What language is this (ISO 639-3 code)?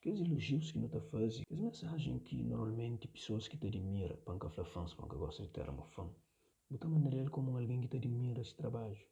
kea